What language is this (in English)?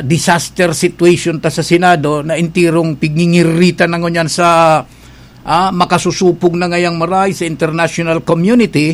Bikol